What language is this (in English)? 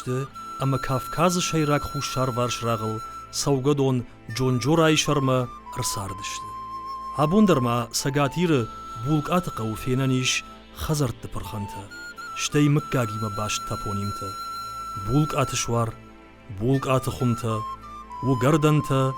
Ossetic